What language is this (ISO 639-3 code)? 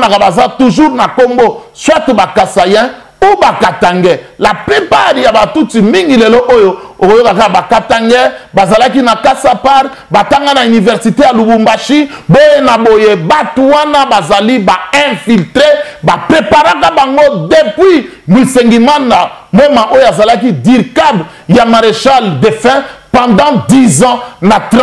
lin